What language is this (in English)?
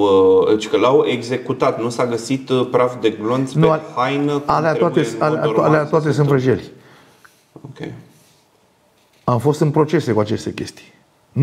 Romanian